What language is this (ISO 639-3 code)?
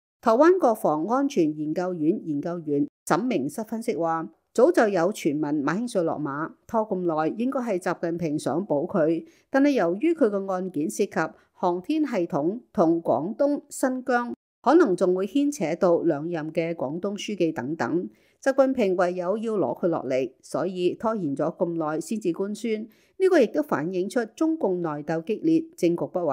yue